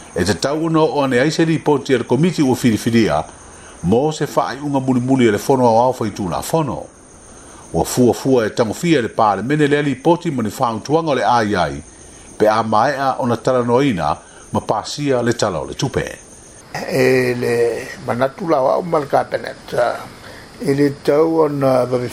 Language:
Samoan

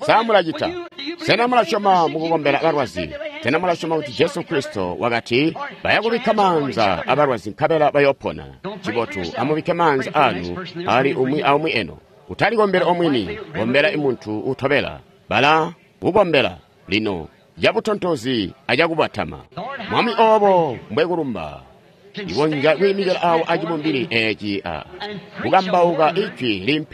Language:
Tonga (Zambia)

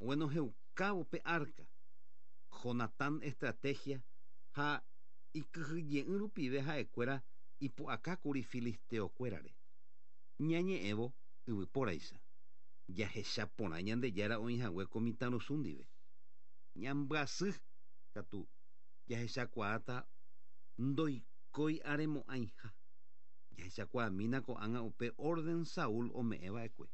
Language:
Guarani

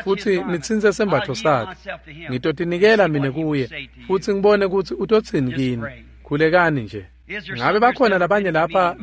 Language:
Swati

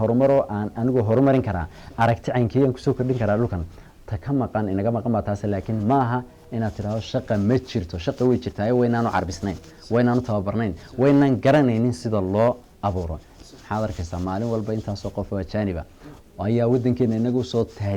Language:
Somali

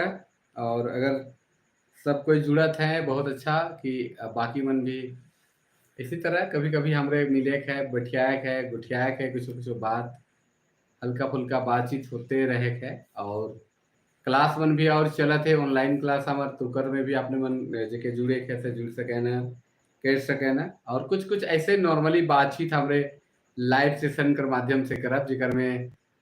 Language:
Sadri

